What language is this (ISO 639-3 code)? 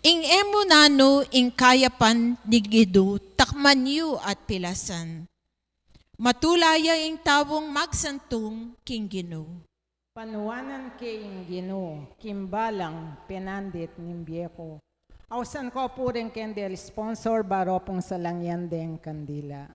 pam